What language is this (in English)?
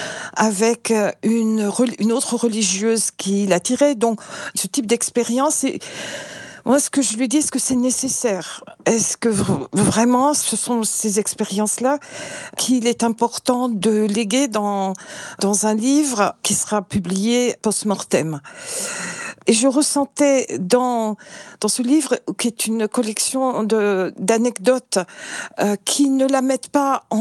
French